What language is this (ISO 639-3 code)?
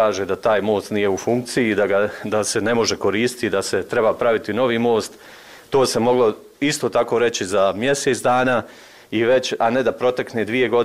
bos